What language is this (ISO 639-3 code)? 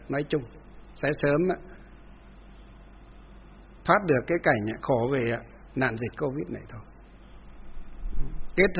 vie